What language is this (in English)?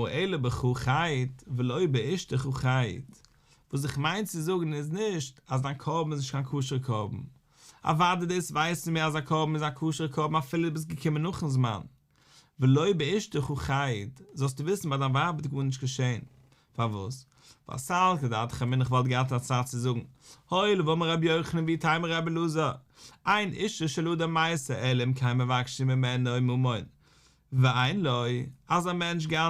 Yiddish